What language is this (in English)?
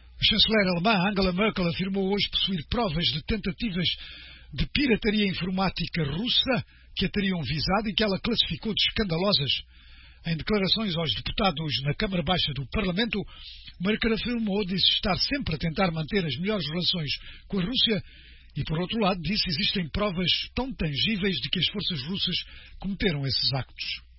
Portuguese